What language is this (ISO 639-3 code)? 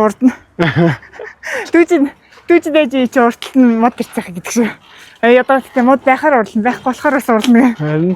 mon